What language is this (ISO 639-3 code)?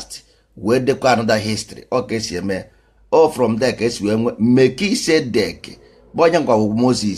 ibo